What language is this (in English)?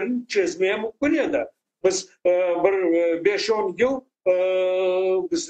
Crimean Tatar